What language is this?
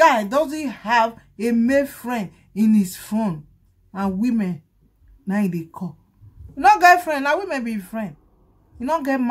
Nigerian Pidgin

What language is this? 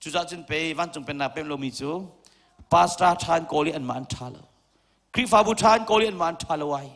Hakha Chin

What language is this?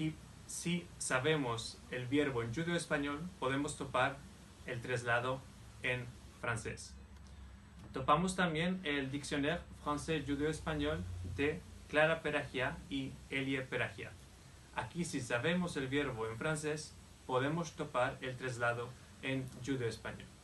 Ladino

